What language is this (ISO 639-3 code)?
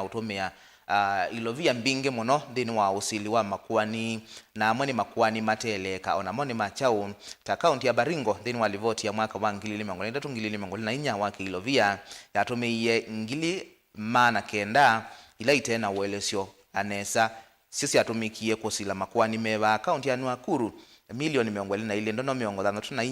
kam